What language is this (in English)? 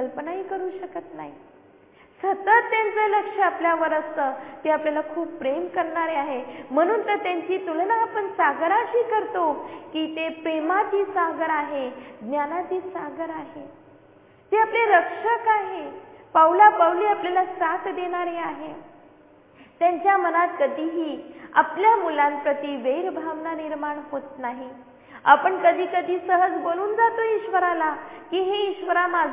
Marathi